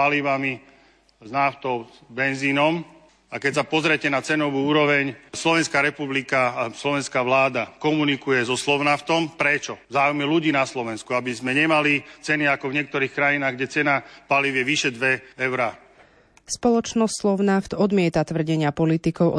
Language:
Slovak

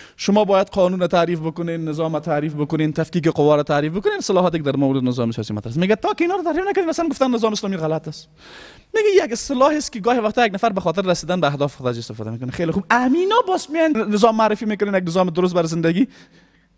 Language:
Persian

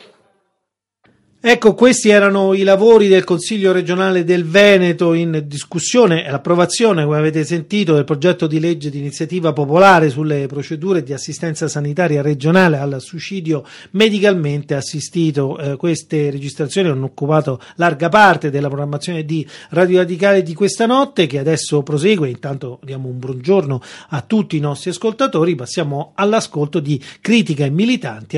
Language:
Italian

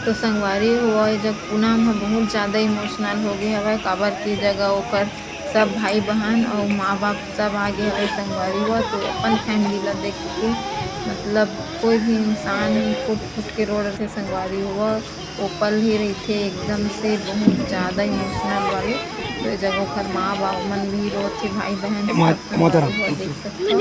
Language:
Chhattisgarhi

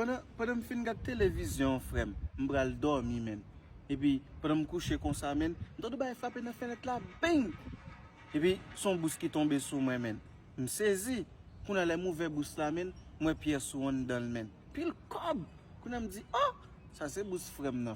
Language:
Haitian Creole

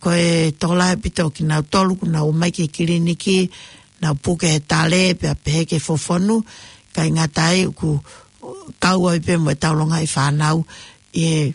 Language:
Tongan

